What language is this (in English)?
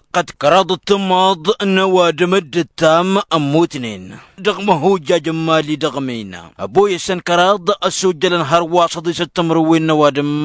Tamasheq